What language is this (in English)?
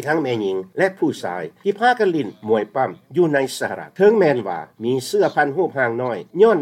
Lao